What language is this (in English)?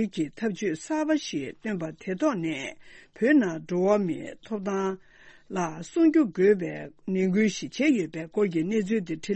Tibetan